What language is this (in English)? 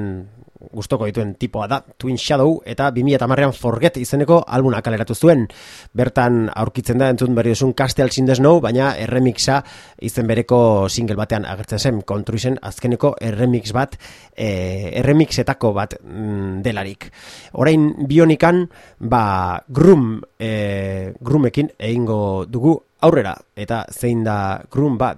Basque